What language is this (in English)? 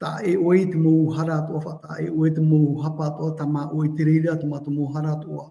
Tahitian